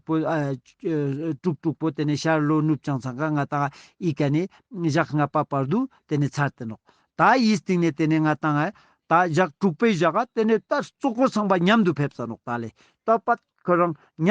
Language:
Ladakhi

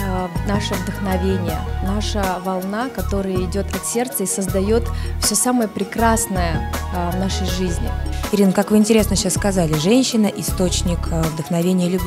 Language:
Russian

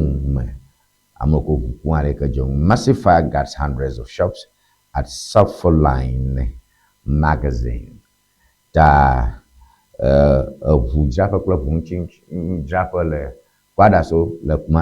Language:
Ewe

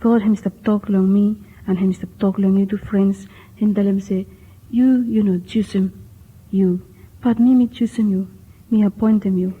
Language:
Bislama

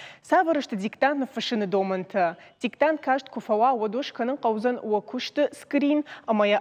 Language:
Ossetic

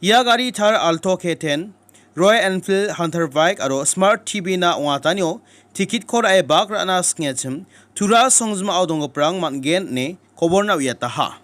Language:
Garo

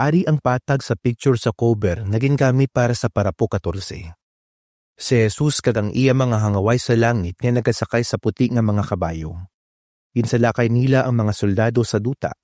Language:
Hiligaynon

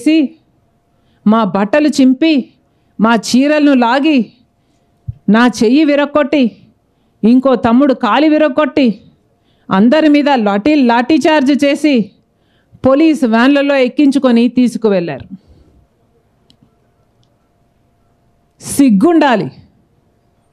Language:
Telugu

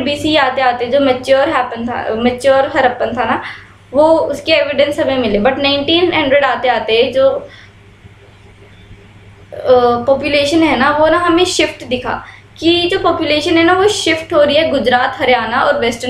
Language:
Hindi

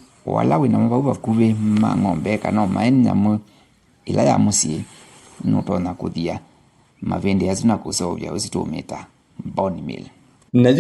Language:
Kamba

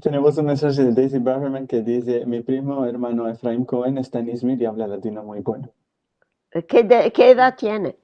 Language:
Ladino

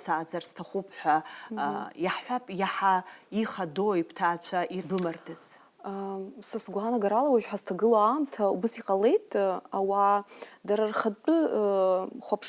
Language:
Abkhazian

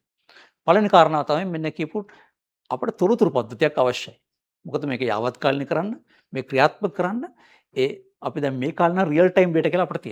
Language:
Sinhala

